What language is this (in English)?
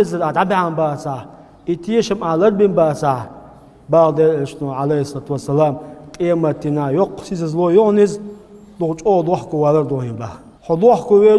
Chechen